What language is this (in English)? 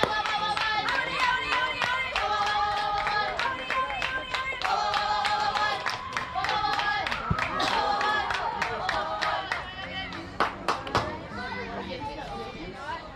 English